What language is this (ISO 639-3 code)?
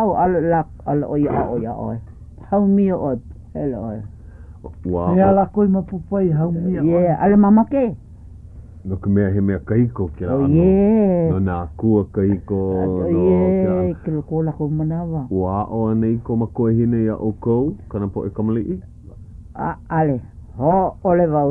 haw